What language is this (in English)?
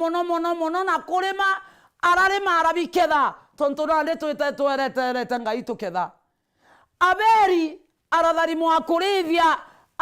Meru